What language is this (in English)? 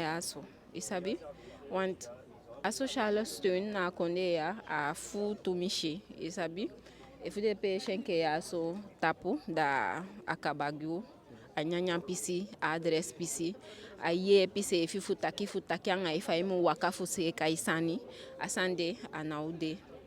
Eastern Maroon Creole